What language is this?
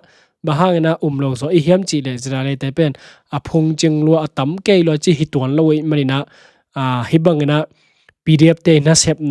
Tedim Chin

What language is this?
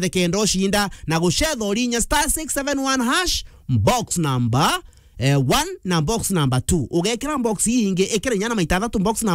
Meru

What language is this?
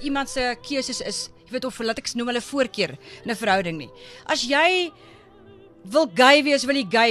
Afrikaans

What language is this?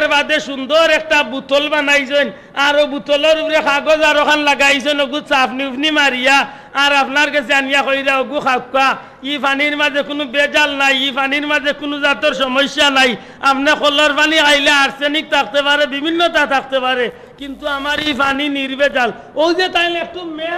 Sylheti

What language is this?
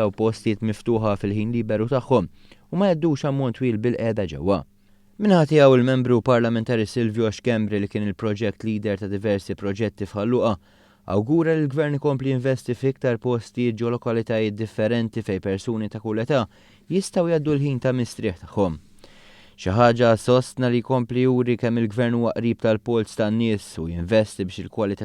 Maltese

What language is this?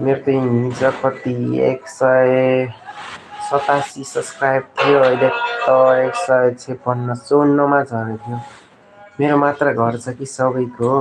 Nepali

